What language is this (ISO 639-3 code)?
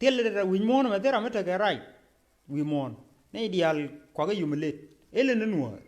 nus